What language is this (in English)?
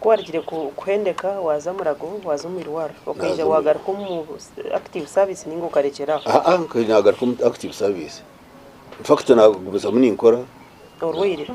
Nyankole